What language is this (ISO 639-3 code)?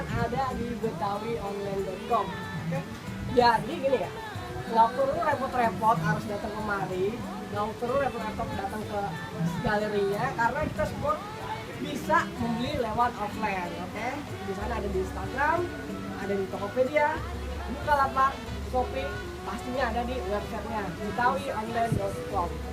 bew